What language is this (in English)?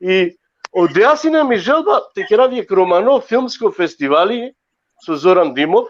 Balkan Romani